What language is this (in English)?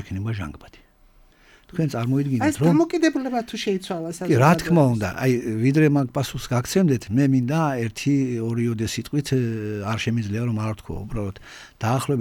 Georgian